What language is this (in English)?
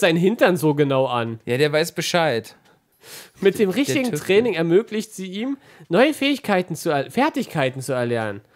German